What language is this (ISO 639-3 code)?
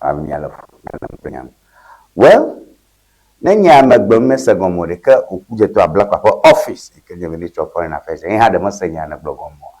ewe